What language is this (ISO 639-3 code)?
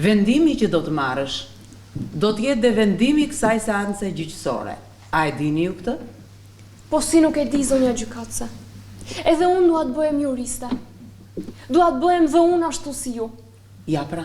sqi